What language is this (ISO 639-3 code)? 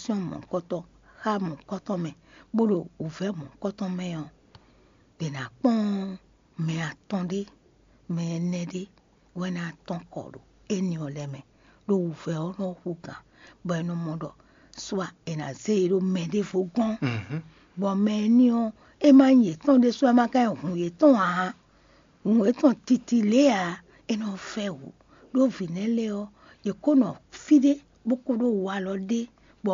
fon